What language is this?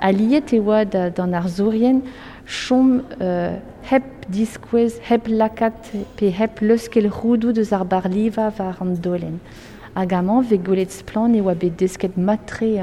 Breton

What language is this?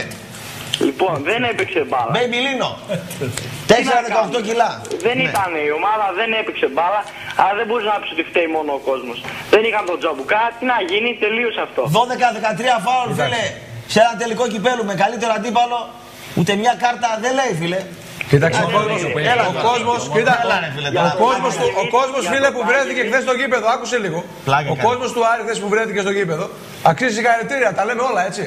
Greek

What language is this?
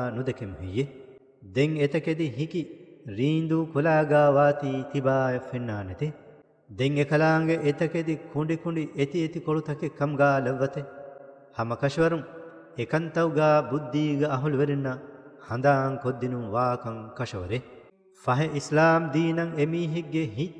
Divehi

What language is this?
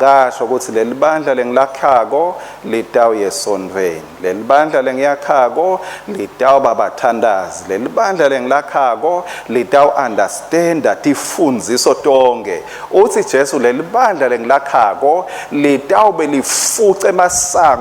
Swati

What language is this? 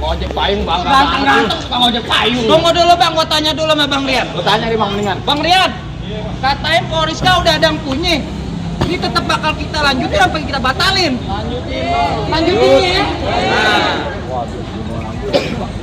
Betawi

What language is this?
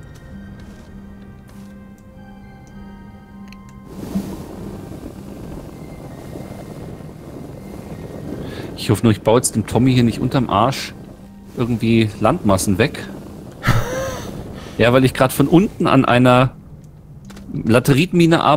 German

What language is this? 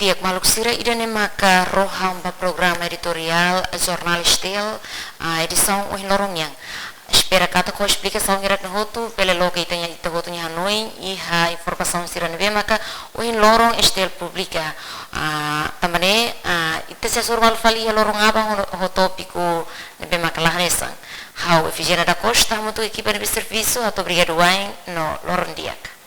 Tetum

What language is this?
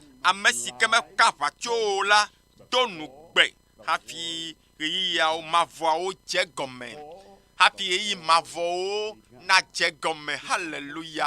Ewe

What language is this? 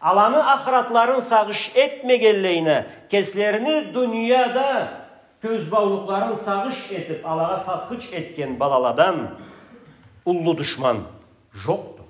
Karachay-Balkar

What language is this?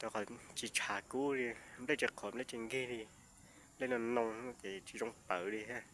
Hmong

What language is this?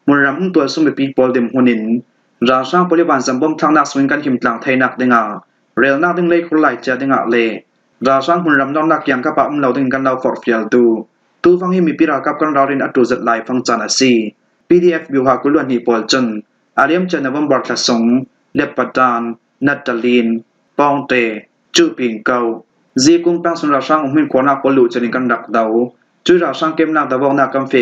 Falam Chin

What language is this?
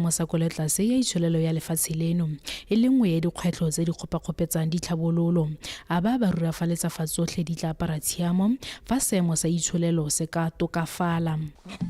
Tswana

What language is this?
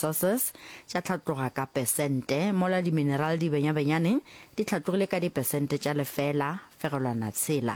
Northern Sotho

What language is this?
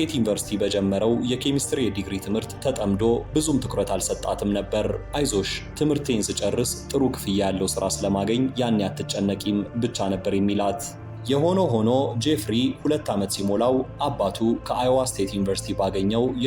Amharic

